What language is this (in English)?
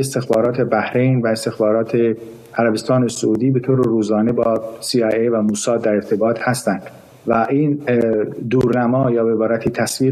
Persian